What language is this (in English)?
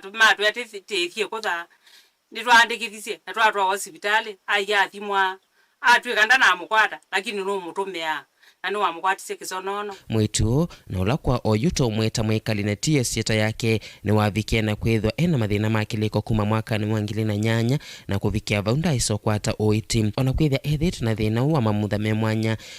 Kamba